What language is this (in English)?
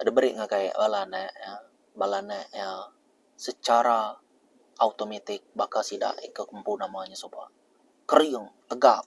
Iban